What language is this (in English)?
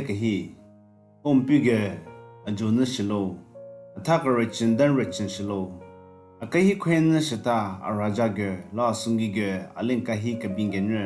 Southern Rengma Naga